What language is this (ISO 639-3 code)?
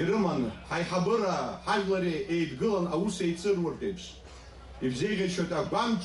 abk